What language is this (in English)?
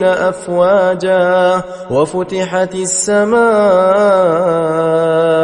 Arabic